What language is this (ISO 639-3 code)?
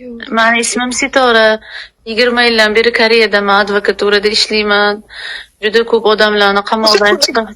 uzb